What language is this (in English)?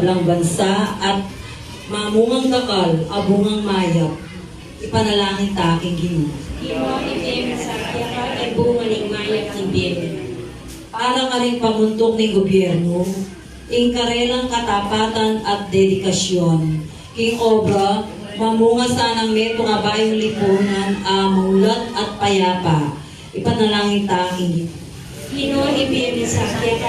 Pampanga